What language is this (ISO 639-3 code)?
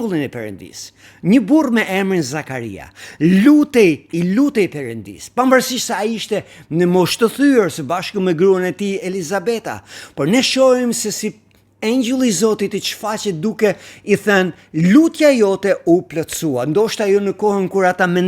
sqi